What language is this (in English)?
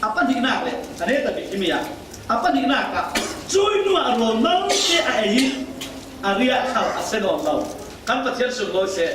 Falam Chin